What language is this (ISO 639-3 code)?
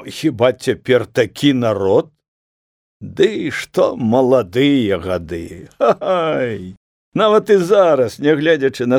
bel